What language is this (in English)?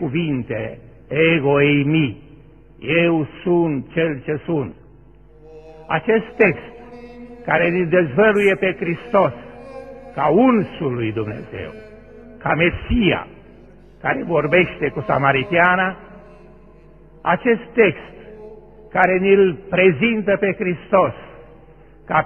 Romanian